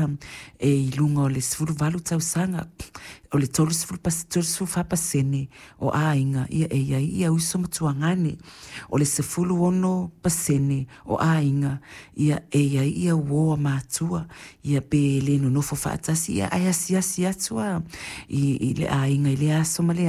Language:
Samoan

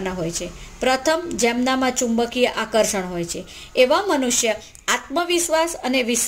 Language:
Gujarati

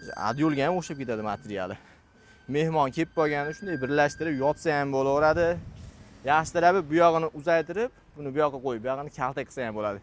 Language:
Uzbek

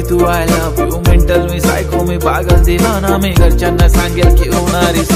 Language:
Marathi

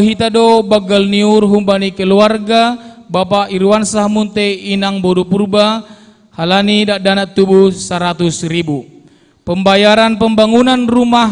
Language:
Batak Simalungun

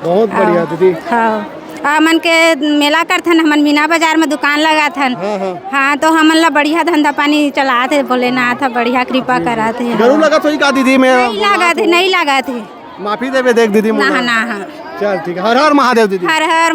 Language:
Chhattisgarhi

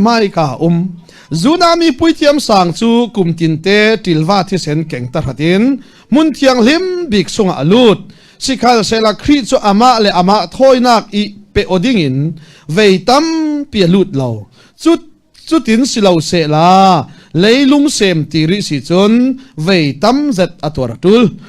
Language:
Falam Chin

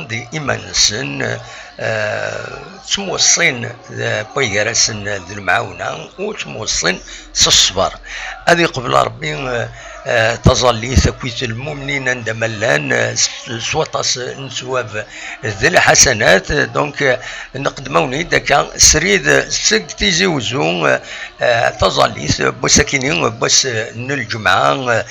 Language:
Kabyle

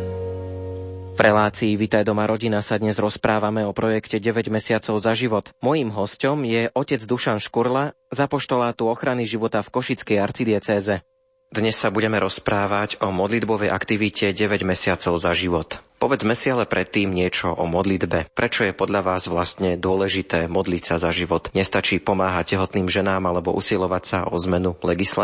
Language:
Slovak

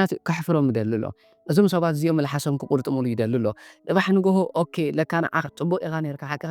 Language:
Tigrinya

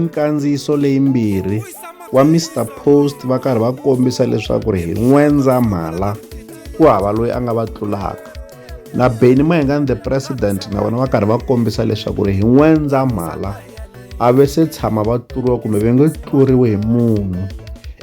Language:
Tsonga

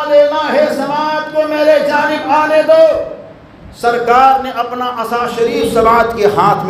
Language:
Urdu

